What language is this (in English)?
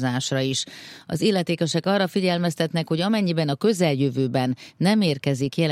Hungarian